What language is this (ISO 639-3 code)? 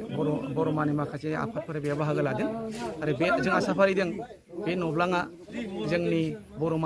brx